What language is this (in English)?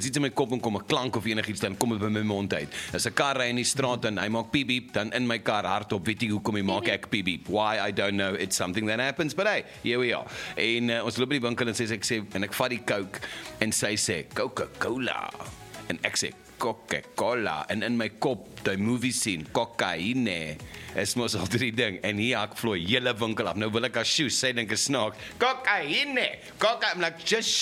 Afrikaans